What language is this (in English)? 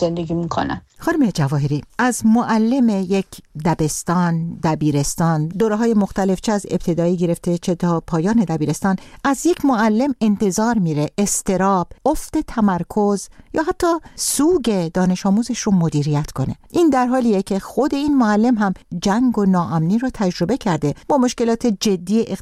Persian